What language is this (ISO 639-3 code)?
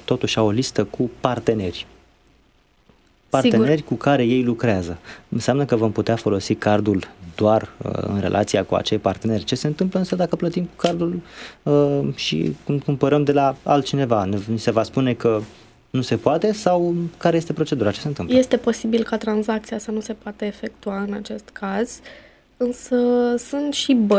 ron